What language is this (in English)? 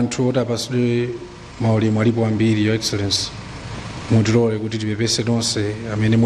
Nyanja